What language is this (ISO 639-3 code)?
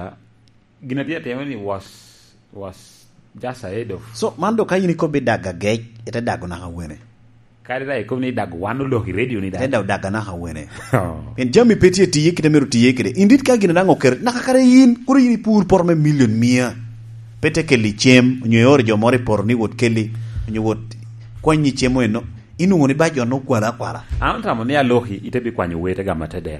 laj